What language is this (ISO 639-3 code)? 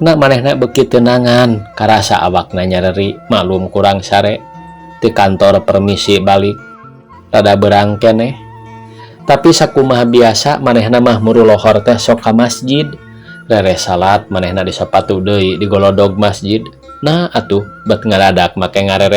sun